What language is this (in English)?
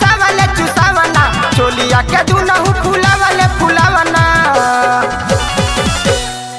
Bhojpuri